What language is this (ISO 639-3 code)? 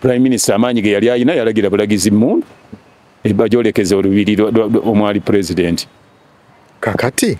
lug